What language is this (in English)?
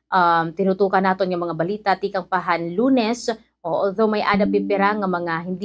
Waray